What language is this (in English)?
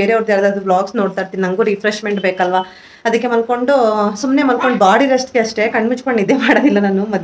Kannada